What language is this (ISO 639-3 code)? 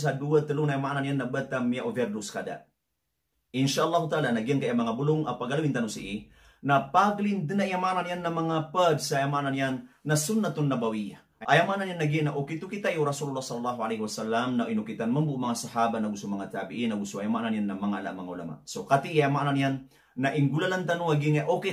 mrw